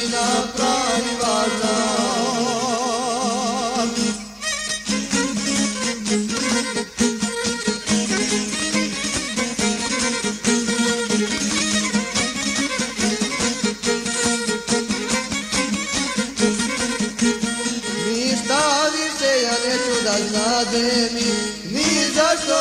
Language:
Croatian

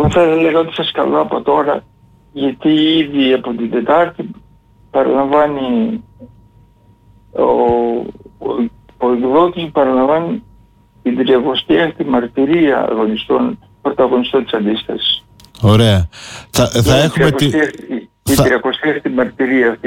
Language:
Greek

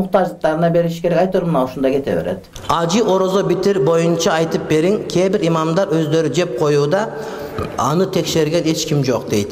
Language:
Kyrgyz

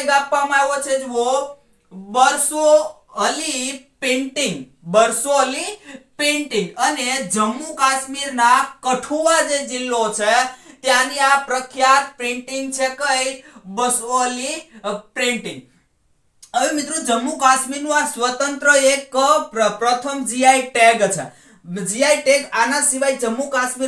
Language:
Gujarati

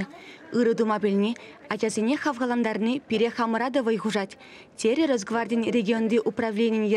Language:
Chuvash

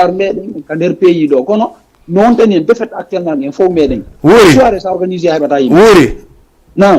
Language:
Fula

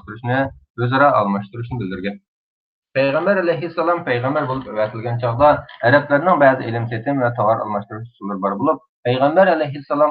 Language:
Uyghur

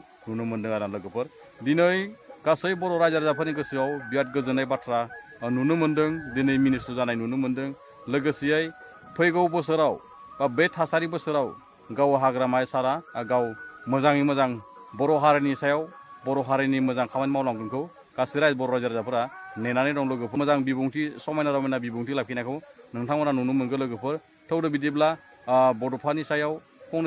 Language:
Bodo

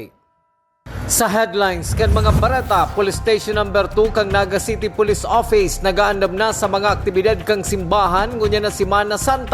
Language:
Bikol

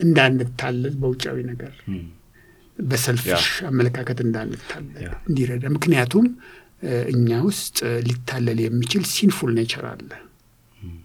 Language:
Amharic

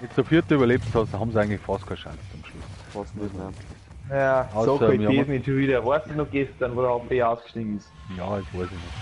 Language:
Bavarian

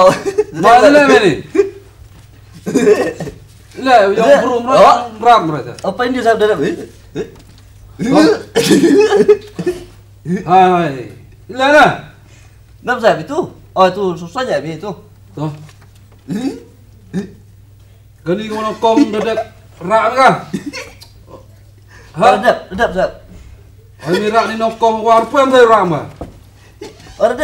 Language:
Khasi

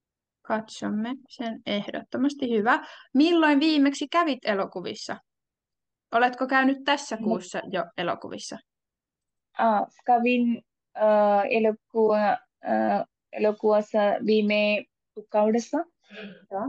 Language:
Finnish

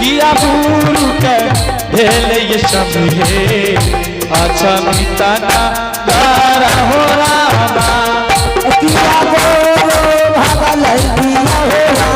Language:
Angika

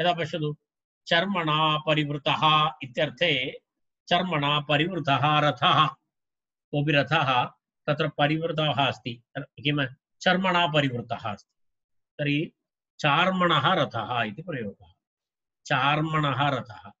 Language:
Sanskrit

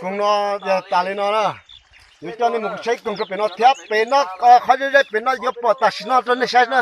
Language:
Hmong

